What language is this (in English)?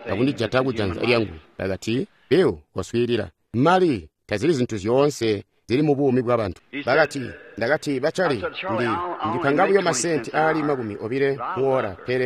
Tonga (Zambia)